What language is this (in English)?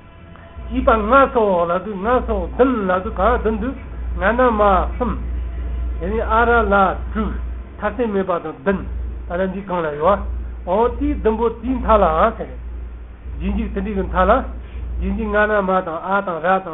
Tibetan